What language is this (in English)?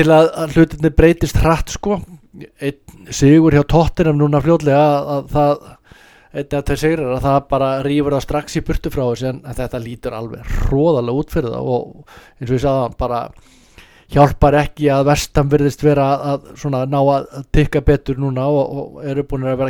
Icelandic